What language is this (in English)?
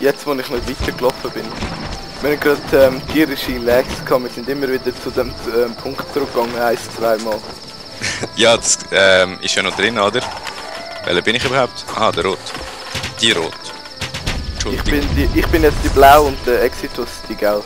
Swiss German